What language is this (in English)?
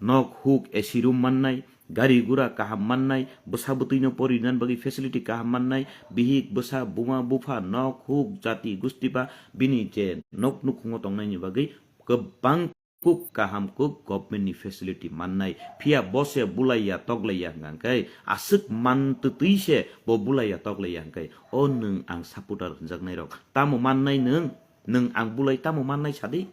Kok Borok